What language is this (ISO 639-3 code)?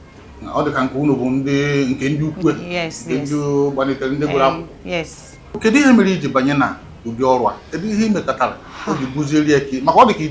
ibo